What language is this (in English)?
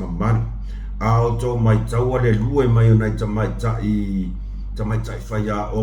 Samoan